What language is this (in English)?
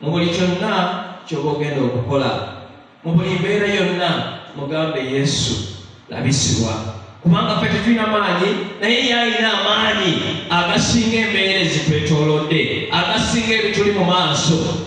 Ganda